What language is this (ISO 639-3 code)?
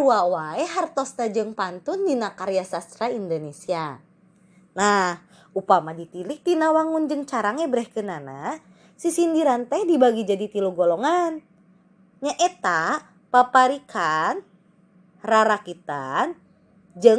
sun